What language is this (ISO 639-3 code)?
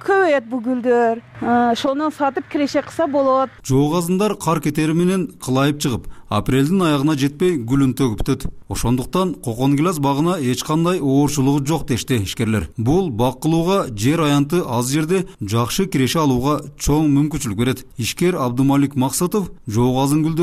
kir